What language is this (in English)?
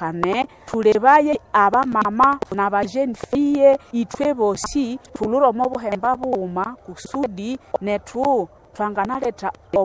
Nande